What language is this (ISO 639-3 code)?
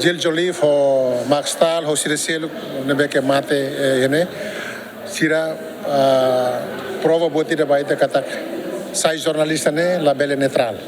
tet